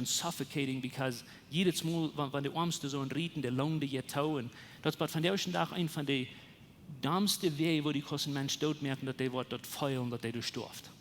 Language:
Plautdietsch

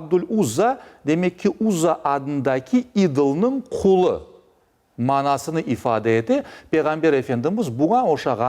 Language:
Crimean Tatar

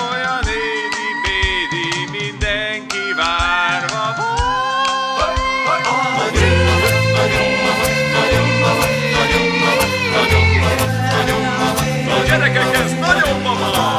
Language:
Hungarian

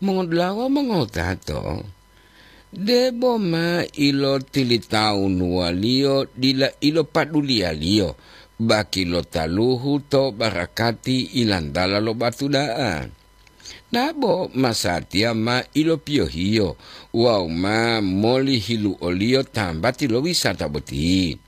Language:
Gorontalo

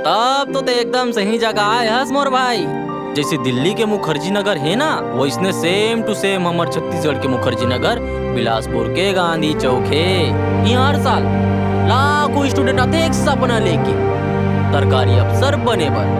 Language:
Chhattisgarhi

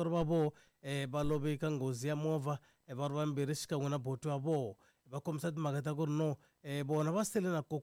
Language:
Tsonga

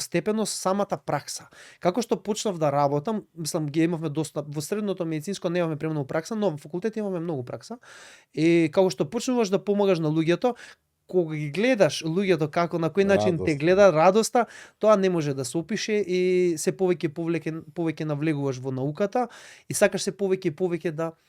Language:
Macedonian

